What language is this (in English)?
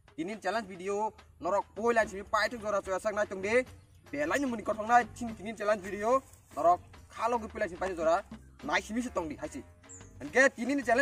Kok Borok